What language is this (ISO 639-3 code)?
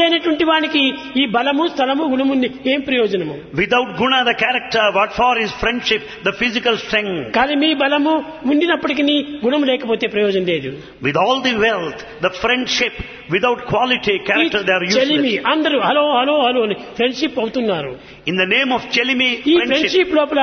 tel